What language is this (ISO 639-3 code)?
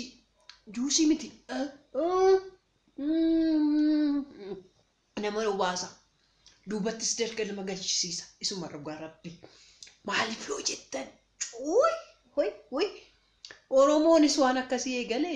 orm